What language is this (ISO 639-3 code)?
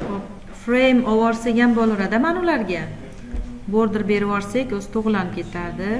uzb